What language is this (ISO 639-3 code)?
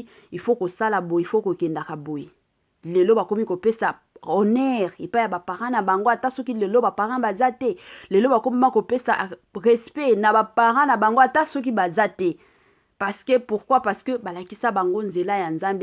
lin